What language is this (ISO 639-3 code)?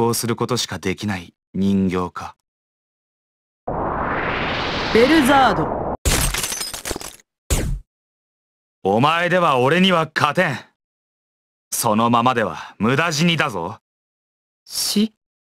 jpn